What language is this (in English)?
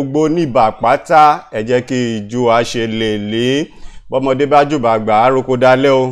Yoruba